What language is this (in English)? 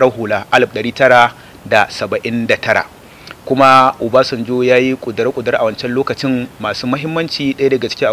Hausa